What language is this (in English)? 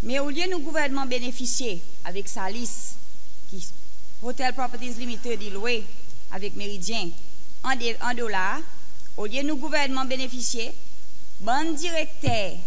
Seselwa Creole French